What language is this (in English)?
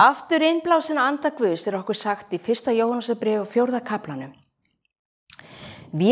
Icelandic